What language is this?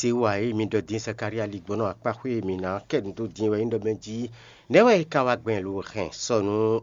Fon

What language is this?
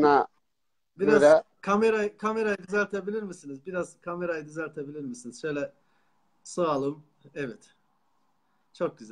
Turkish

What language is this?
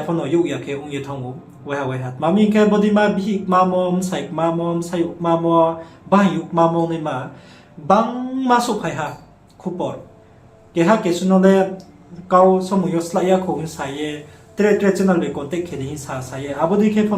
Riang (India)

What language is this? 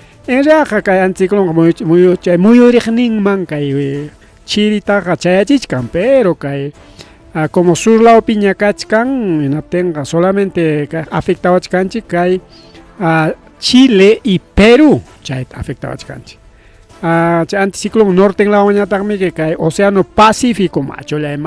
Ayacucho Quechua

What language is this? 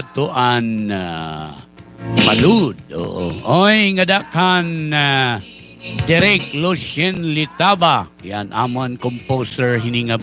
Waray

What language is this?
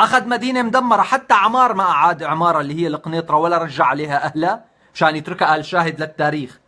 North Levantine Arabic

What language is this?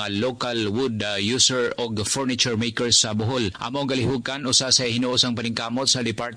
Cebuano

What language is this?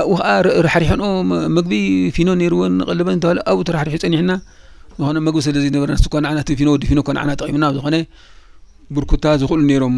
Tigrinya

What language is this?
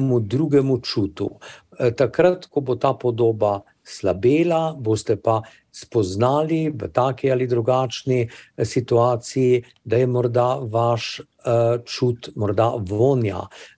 Slovenian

